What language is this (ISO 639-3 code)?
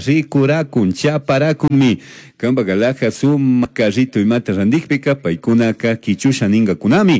qug